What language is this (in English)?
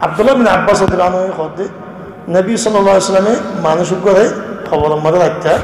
Rohingya